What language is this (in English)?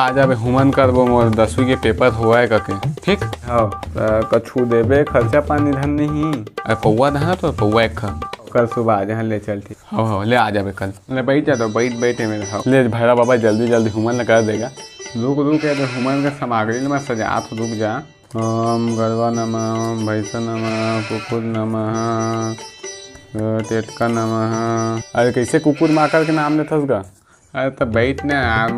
Chhattisgarhi